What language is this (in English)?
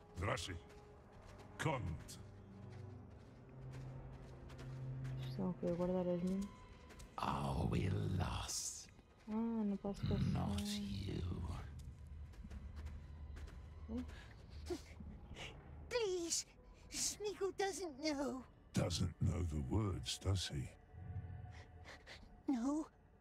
Portuguese